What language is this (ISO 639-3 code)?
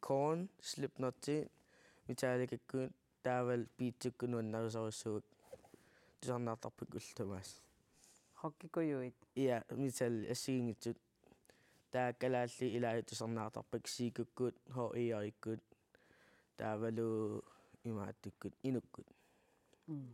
kal